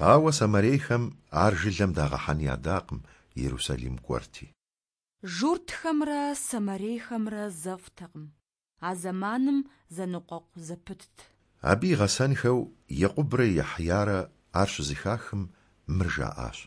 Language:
Kabardian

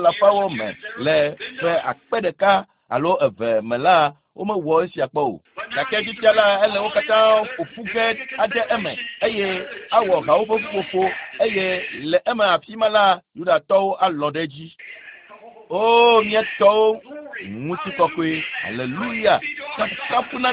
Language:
Ewe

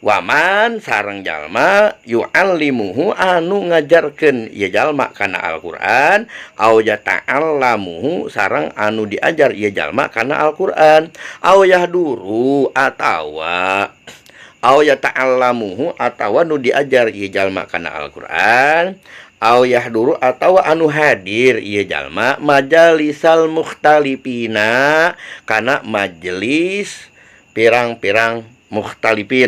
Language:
Sundanese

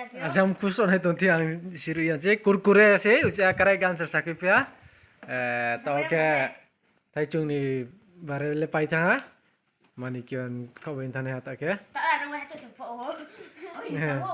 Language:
Riang (India)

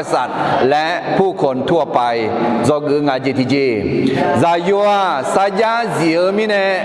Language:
Akha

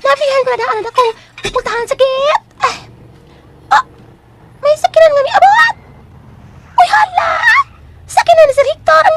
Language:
Cebuano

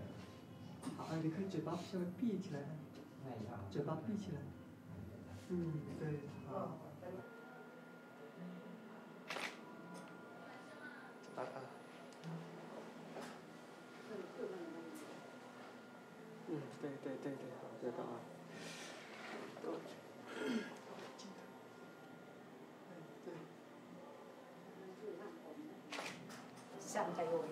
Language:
Chinese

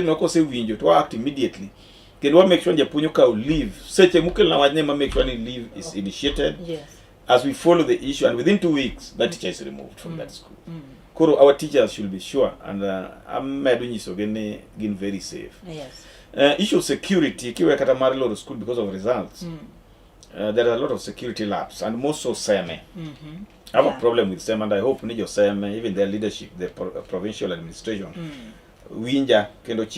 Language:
Luo (Kenya and Tanzania)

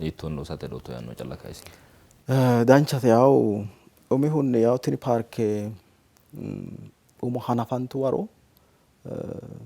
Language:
Sidamo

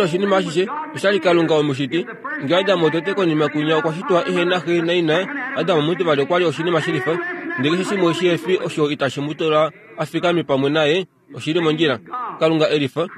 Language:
Kuanyama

